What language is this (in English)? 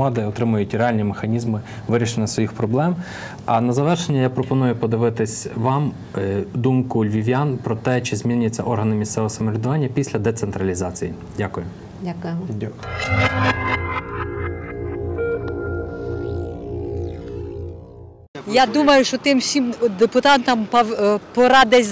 Ukrainian